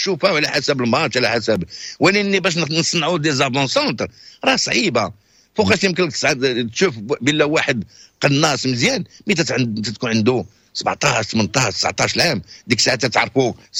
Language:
Moroccan Arabic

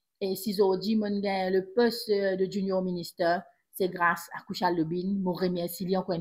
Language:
Morisyen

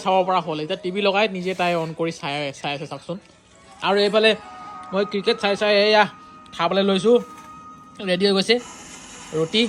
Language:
Assamese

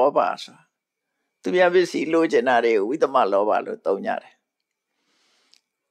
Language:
Burmese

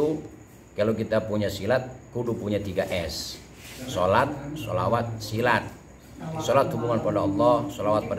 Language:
Betawi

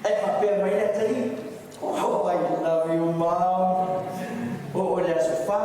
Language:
Samoan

